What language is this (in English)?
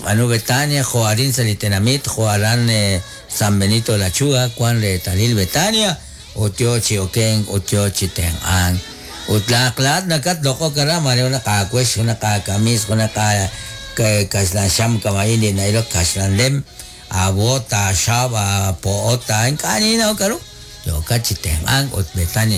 Kekchí